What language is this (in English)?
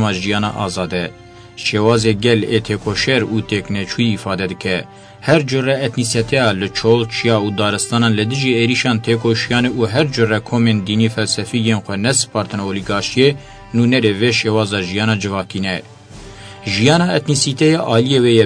Kurdish